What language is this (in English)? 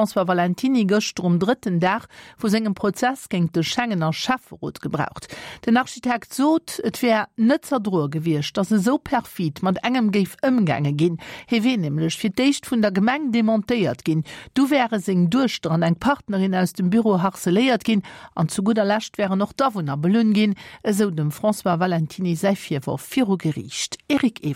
Luxembourgish